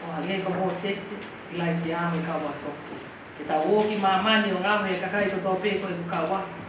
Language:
Tongan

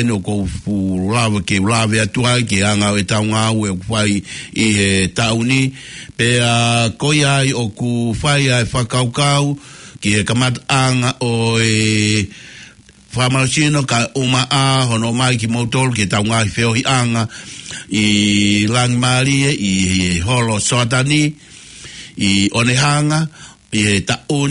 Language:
Tongan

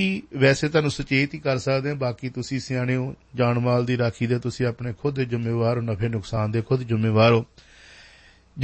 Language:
Punjabi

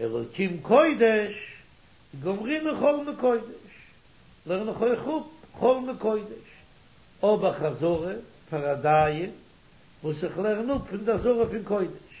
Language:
Yiddish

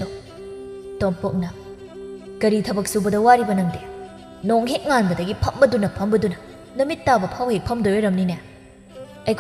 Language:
Manipuri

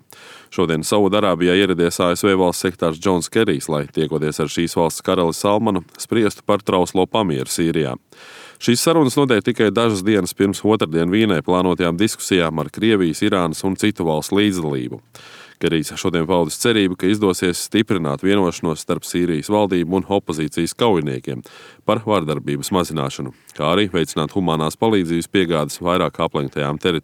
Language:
Latvian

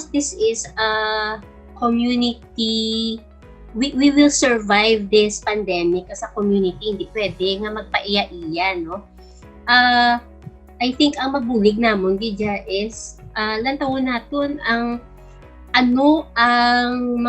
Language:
Hiligaynon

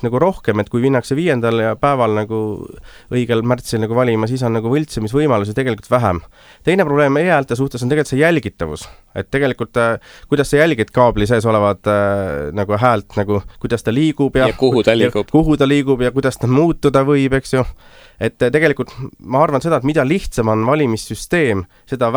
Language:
Estonian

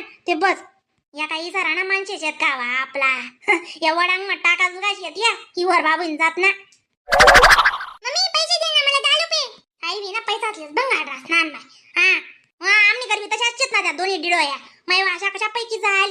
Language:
Khandesi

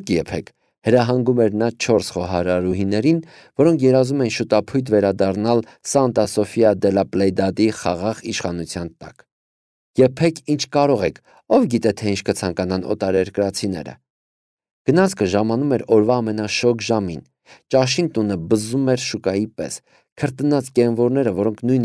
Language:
Armenian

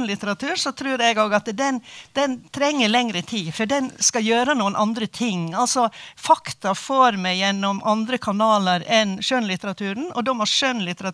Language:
Norwegian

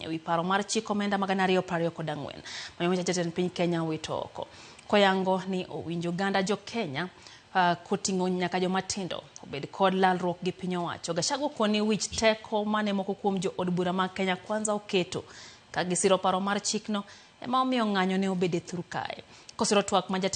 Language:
Luo (Kenya and Tanzania)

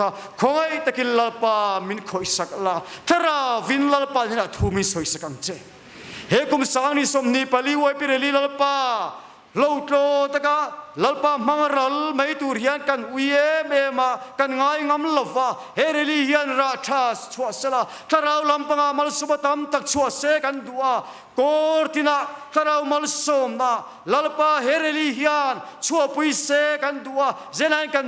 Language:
Mizo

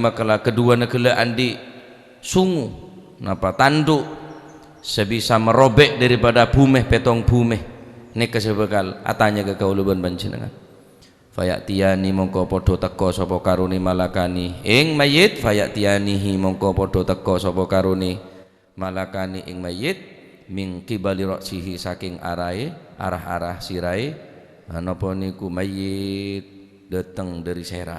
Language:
Madurese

